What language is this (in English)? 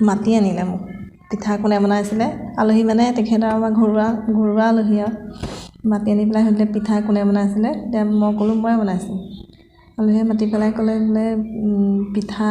Assamese